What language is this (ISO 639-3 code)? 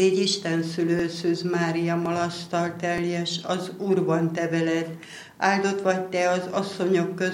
hun